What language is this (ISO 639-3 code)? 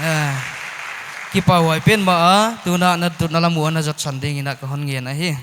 pck